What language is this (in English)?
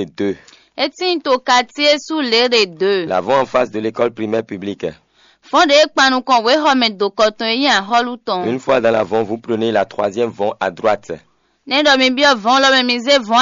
Fon